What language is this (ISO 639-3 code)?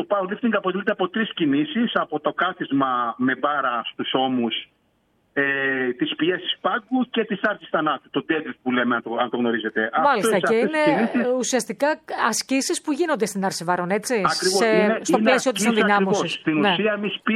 ell